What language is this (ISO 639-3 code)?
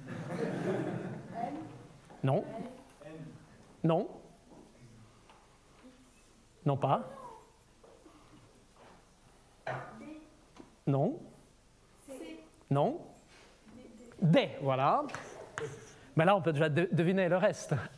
fra